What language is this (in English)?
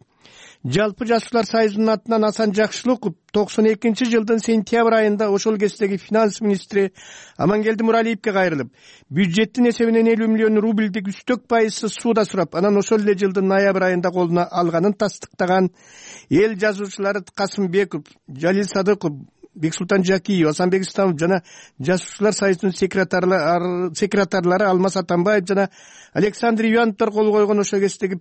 Kyrgyz